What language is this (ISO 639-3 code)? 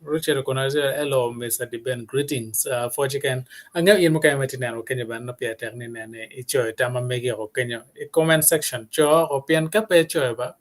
ach